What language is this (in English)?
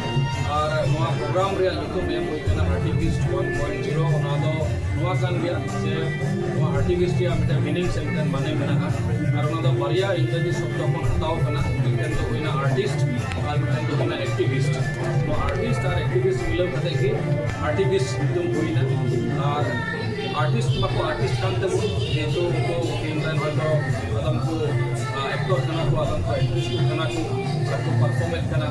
Santali